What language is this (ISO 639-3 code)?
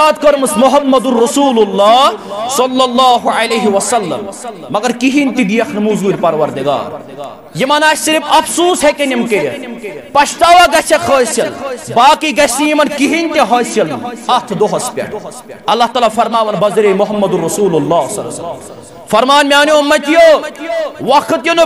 kas